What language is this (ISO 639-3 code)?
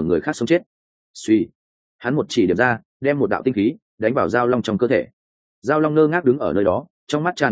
vie